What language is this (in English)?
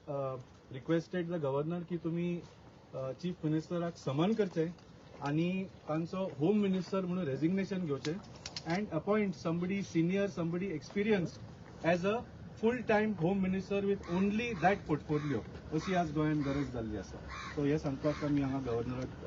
Konkani